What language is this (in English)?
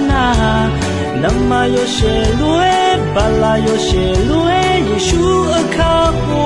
Akha